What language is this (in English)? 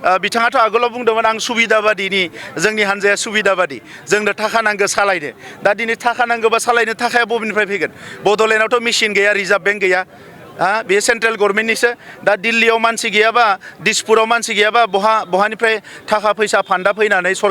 Bodo